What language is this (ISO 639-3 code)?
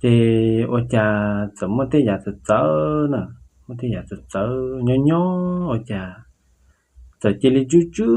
hmn